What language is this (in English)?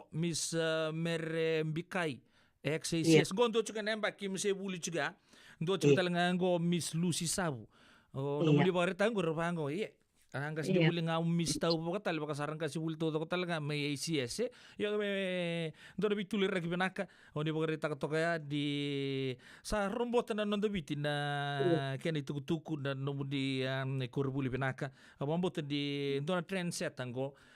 Fijian